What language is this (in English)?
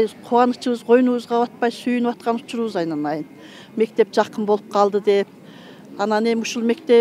Kyrgyz